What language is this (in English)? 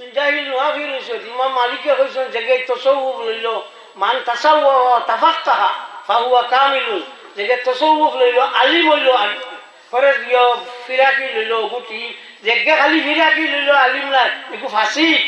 Sylheti